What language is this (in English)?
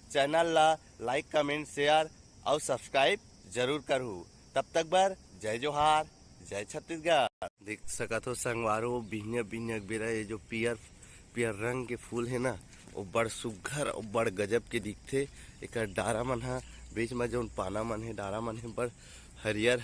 Chhattisgarhi